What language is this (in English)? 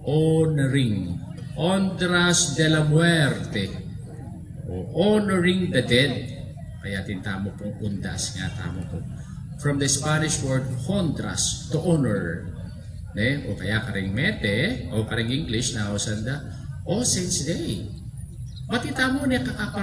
Pampanga